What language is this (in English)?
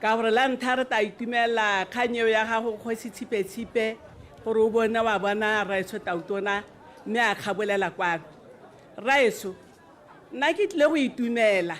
Tswana